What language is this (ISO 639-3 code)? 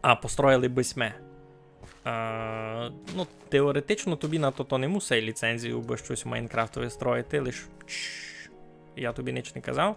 rue